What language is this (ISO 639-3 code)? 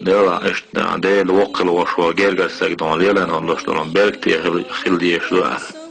che